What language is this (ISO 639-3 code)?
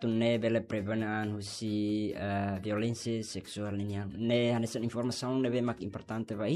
tet